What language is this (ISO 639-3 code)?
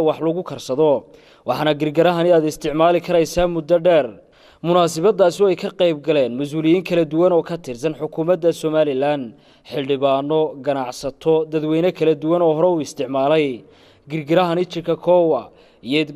som